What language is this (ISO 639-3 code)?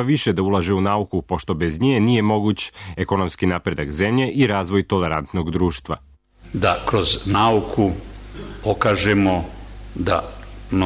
srp